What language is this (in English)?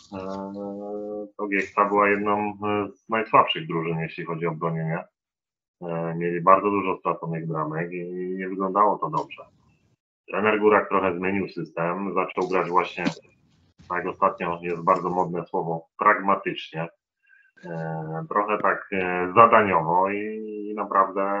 Polish